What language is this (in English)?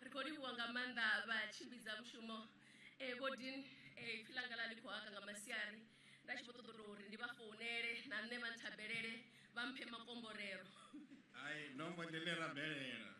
Venda